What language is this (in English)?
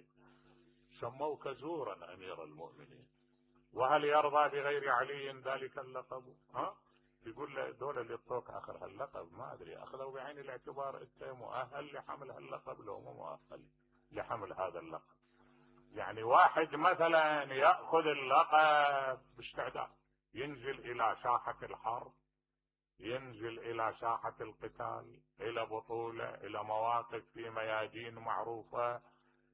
Mesopotamian Arabic